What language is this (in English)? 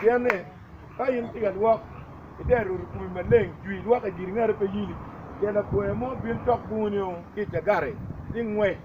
Acoli